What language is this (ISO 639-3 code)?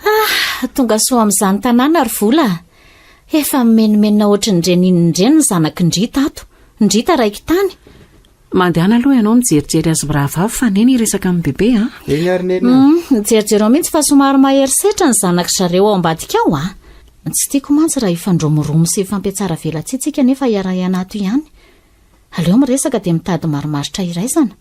mlg